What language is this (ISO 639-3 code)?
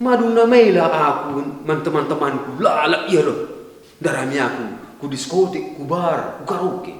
btx